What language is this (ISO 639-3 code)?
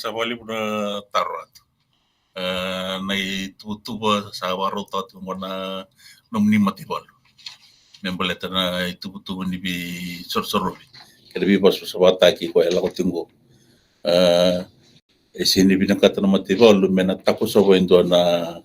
fij